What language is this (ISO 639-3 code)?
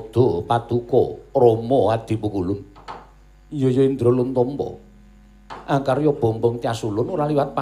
jav